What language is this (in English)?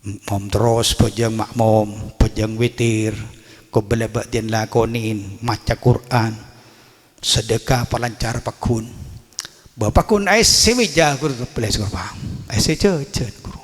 Madurese